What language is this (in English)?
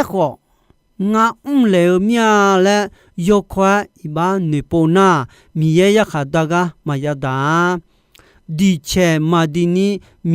Akha